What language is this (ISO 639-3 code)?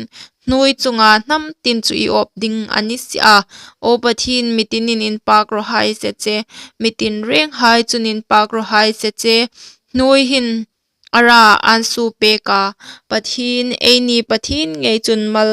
hmr